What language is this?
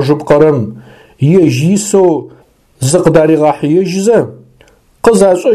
Adyghe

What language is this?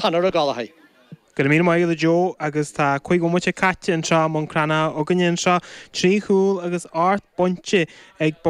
Irish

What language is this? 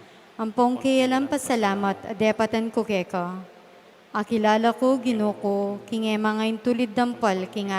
Pampanga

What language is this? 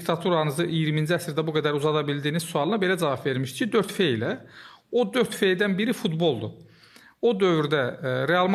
Azerbaijani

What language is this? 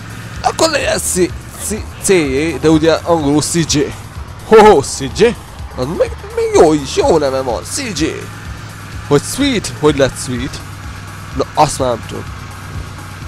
Hungarian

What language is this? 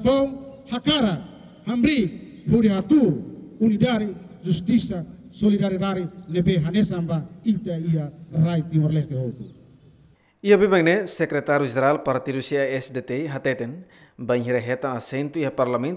Tetum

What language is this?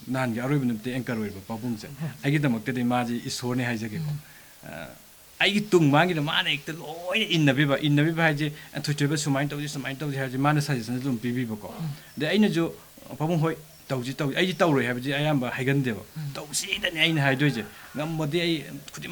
Manipuri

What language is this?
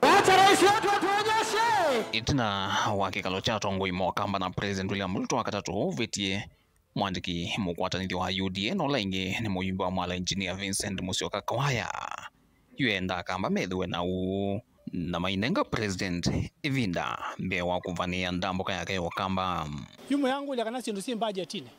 Kamba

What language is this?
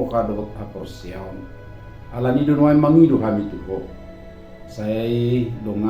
Batak Toba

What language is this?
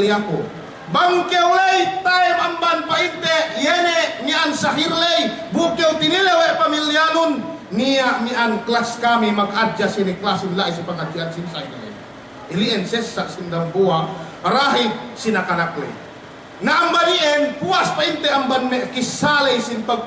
Yakan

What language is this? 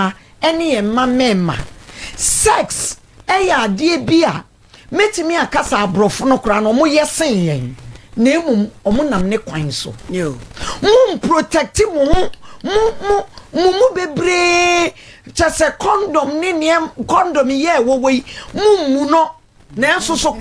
Akan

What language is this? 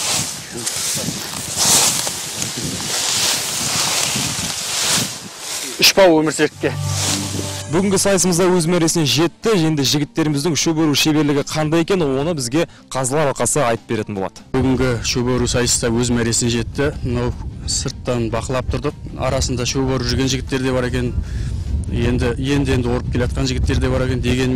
Kazakh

